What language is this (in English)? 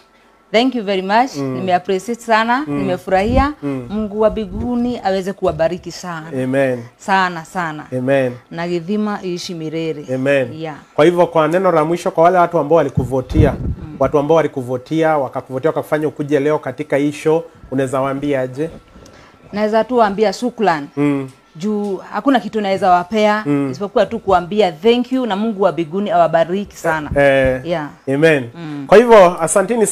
Swahili